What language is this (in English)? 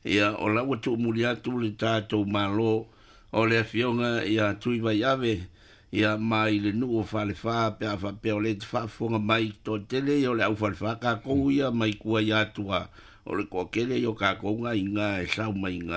Samoan